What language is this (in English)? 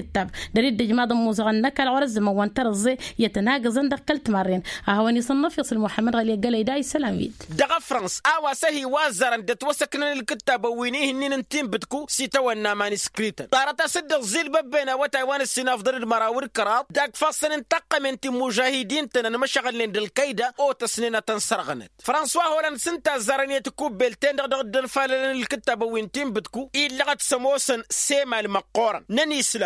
Tamasheq